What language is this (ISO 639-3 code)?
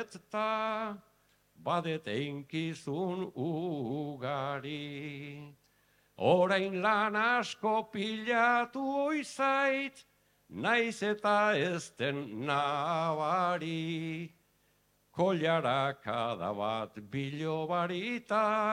eus